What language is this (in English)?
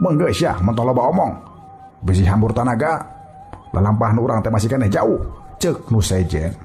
Sundanese